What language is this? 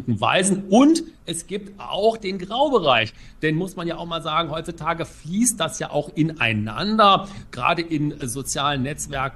German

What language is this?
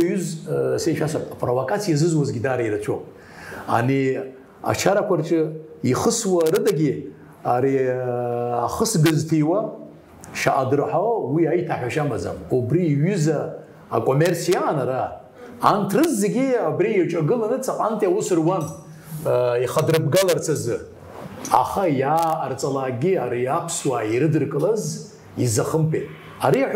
Abkhazian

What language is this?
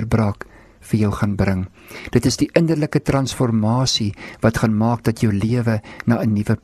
Afrikaans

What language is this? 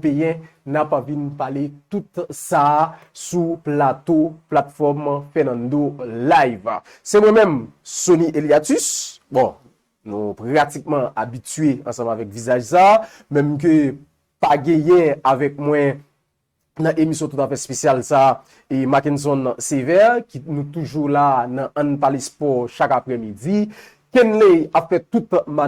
Haitian Creole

